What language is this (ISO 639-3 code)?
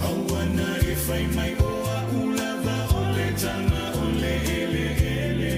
smo